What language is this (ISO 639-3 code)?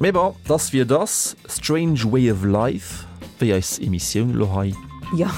ltz